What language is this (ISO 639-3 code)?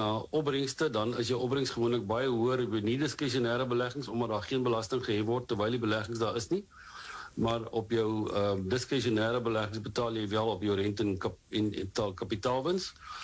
afr